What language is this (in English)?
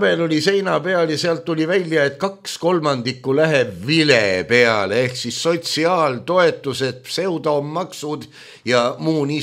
Estonian